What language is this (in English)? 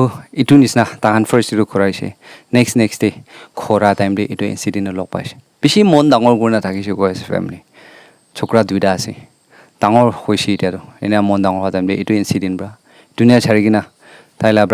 Naga Pidgin